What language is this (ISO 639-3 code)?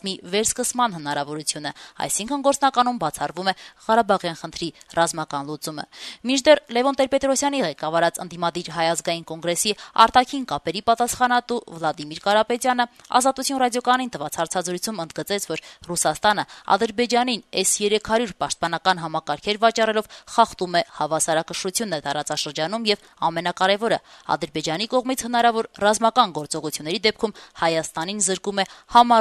hye